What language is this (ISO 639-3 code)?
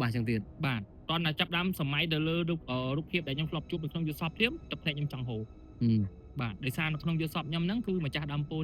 khm